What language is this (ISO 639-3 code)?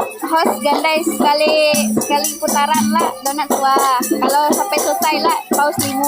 min